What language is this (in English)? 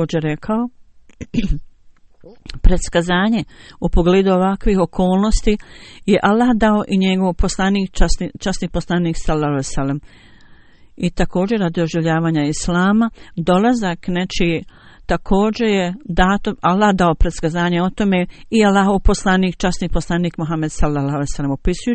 Bosnian